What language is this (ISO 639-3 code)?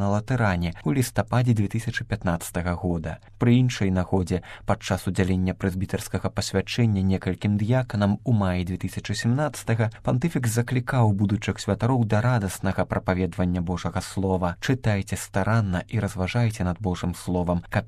bel